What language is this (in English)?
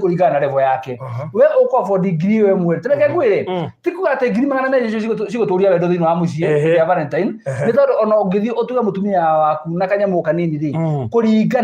Kikuyu